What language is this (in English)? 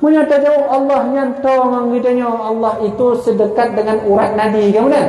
Achinese